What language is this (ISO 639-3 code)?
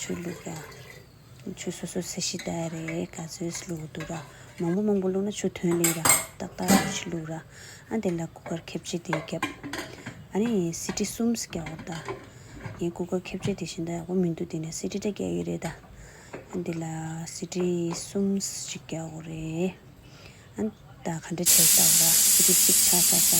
bod